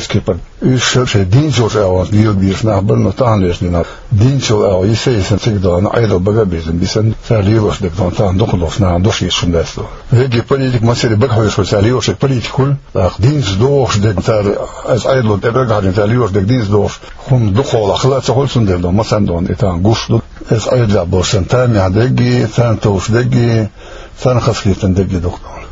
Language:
Chechen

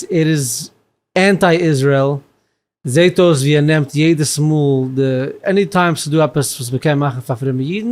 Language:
Yiddish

